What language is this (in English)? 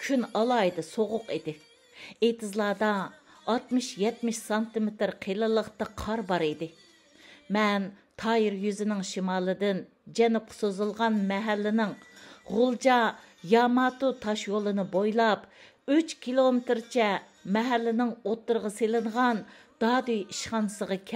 Uyghur